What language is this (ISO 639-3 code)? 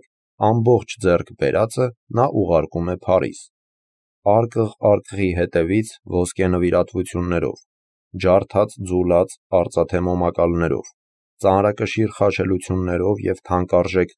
hye